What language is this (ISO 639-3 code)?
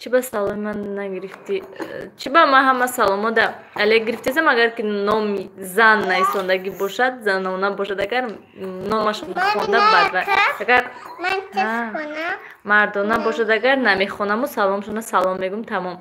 tgk